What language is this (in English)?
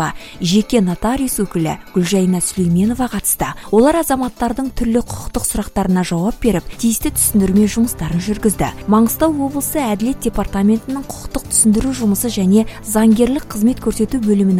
Kazakh